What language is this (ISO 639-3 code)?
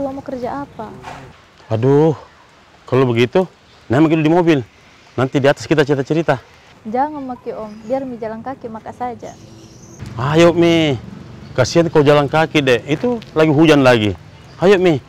mfp